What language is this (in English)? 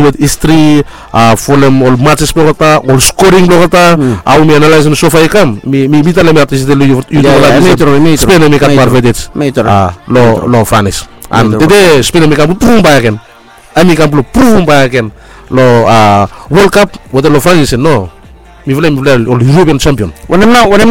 Bislama